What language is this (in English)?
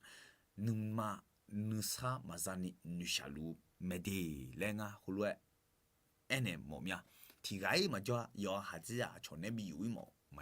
Akha